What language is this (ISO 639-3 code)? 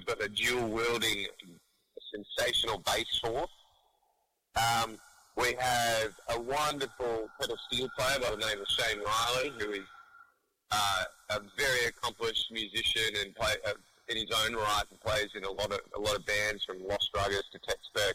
eng